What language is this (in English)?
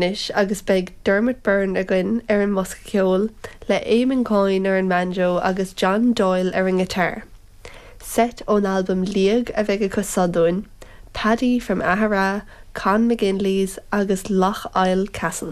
Irish